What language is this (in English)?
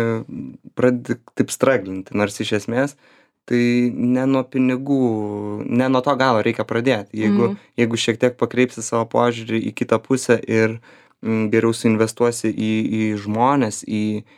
Lithuanian